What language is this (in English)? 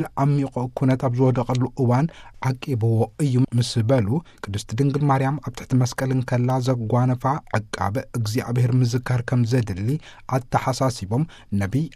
Tigrinya